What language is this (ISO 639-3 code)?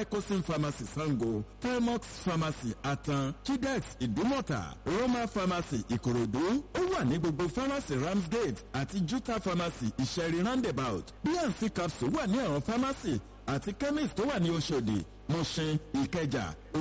yor